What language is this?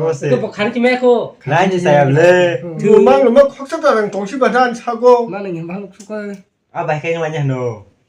Kok Borok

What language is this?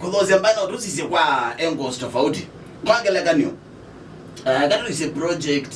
Kamba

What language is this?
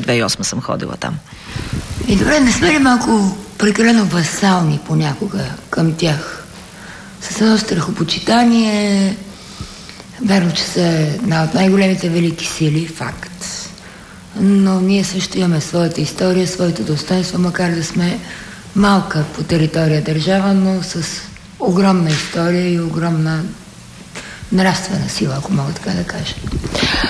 Bulgarian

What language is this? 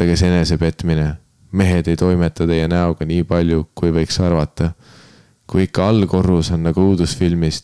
Estonian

